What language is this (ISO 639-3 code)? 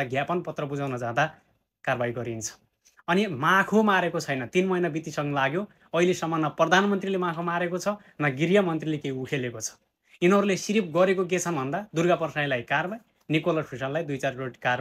nep